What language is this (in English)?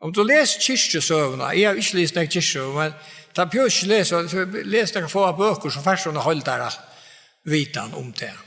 Faroese